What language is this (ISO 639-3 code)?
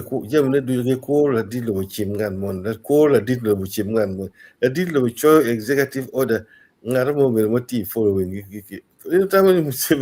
ach